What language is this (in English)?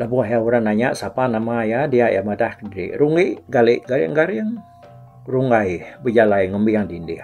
Iban